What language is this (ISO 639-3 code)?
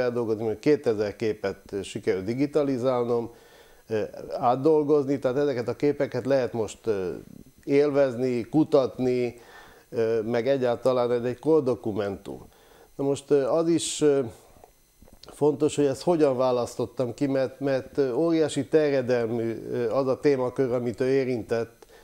hun